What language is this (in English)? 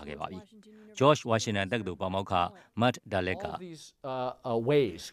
Burmese